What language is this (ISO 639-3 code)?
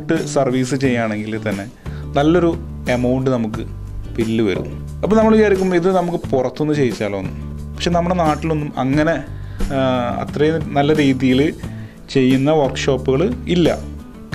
mal